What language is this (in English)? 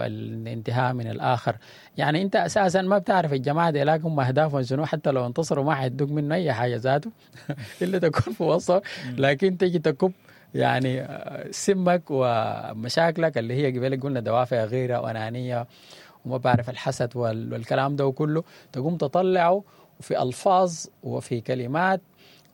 Sudanese Arabic